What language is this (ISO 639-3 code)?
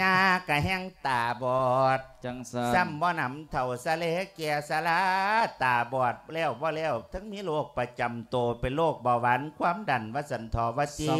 lao